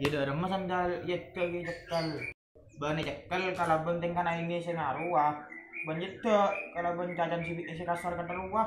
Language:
Madurese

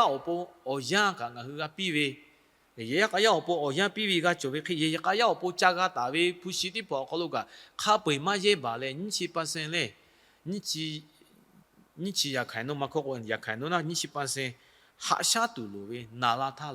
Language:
Lahu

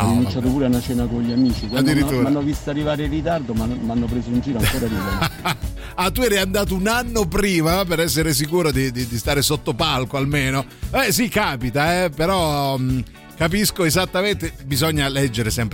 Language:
Italian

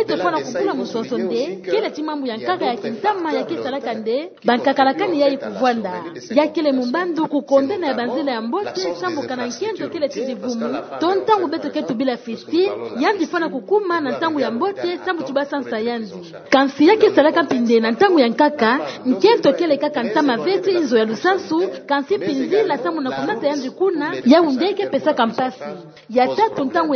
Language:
Kituba (Democratic Republic of Congo)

